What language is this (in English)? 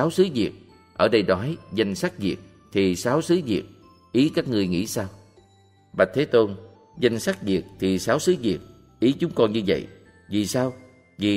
Vietnamese